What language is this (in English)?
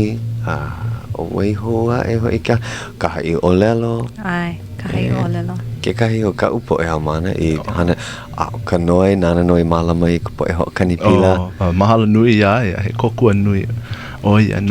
Hawaiian